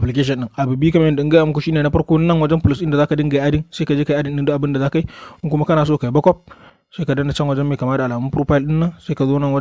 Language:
Hausa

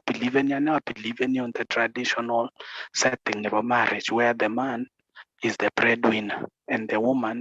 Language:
Kalenjin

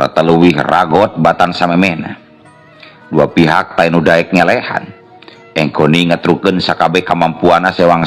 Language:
Sundanese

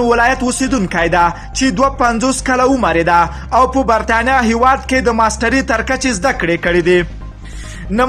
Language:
Pashto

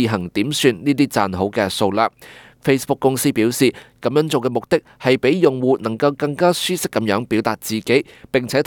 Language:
Cantonese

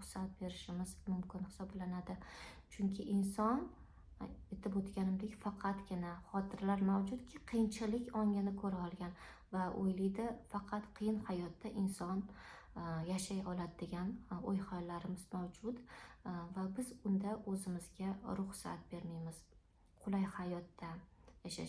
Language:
Uzbek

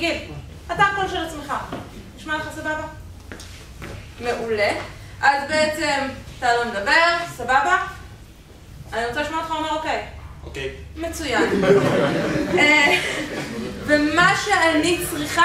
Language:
Hebrew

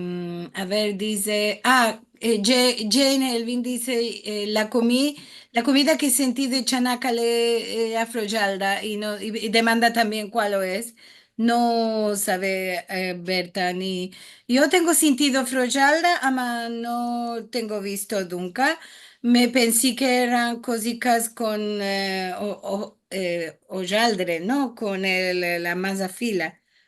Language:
Ladino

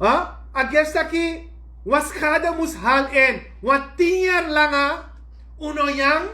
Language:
Sranan Tongo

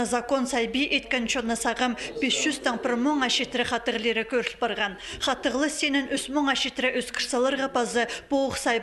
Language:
Khakas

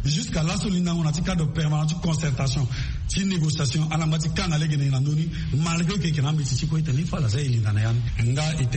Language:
Sango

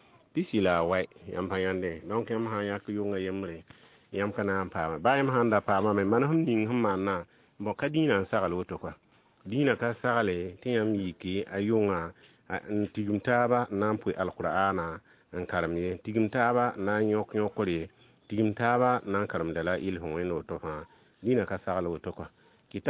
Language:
Mossi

